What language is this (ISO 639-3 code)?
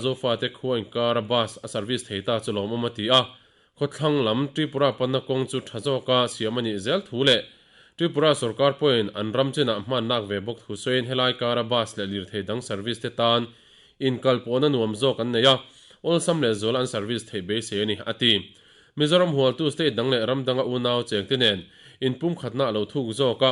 lus